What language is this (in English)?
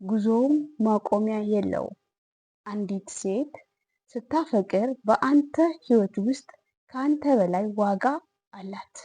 Amharic